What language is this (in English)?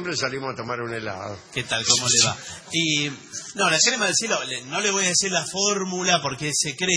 Spanish